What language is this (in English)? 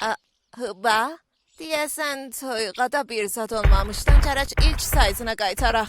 South Azerbaijani